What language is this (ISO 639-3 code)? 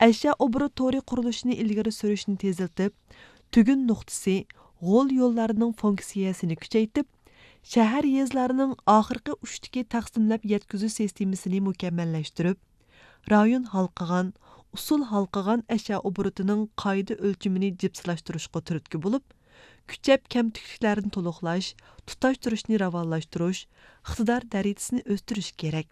uig